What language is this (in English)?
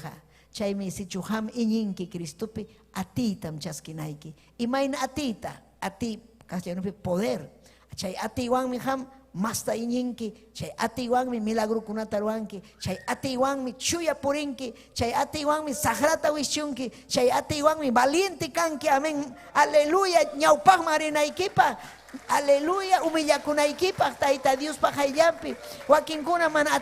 Ayacucho Quechua